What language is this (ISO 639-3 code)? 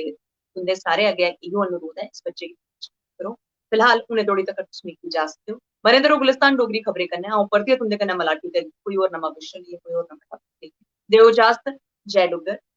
doi